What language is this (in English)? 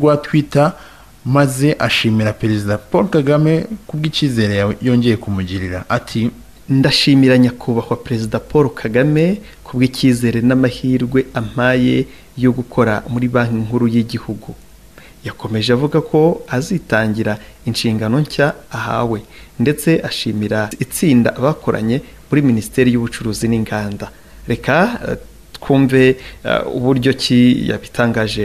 Kinyarwanda